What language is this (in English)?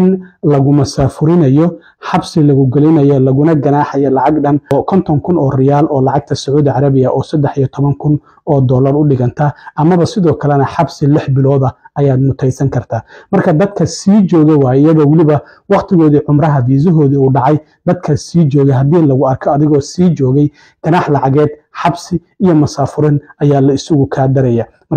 Somali